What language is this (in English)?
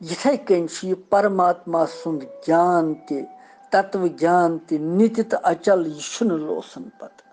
Kashmiri